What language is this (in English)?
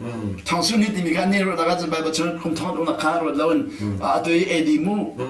Hakha Chin